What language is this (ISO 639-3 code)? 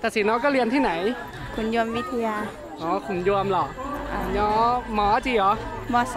hmn